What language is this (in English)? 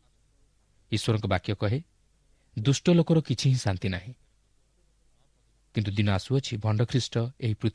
Odia